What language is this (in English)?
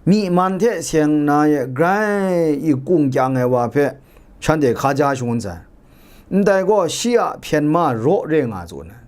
Kachin